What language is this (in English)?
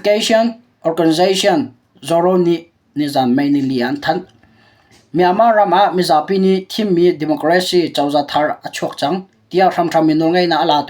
Hakha Chin